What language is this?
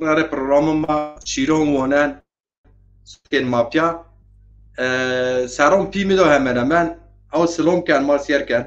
Zaza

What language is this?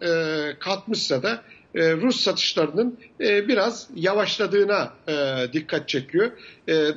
Turkish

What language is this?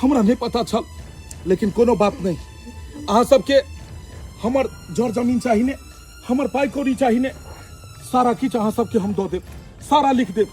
Maithili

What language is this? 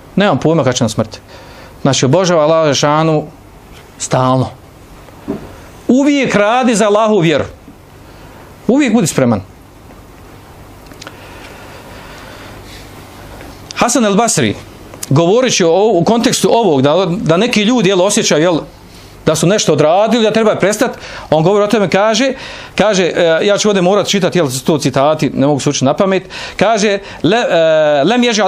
Bosnian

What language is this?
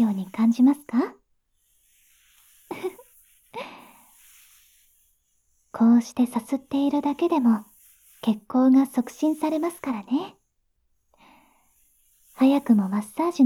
Japanese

